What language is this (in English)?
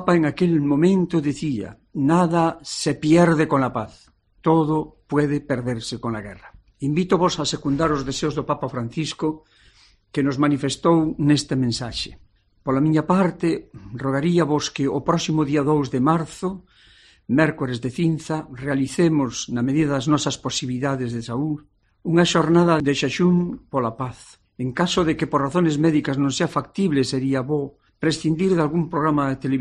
Galician